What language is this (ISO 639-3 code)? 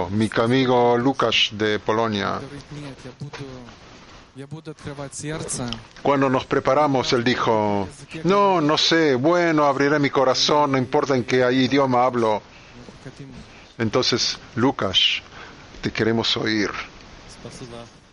spa